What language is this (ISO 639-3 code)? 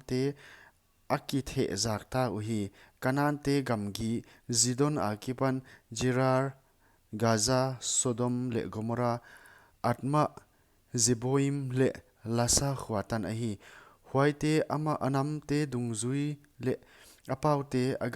pck